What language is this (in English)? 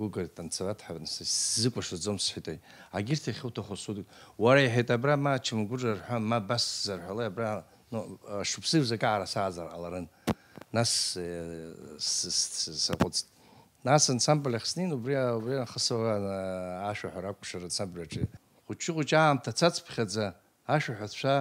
Abkhazian